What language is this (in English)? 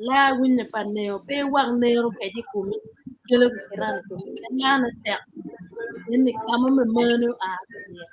Acoli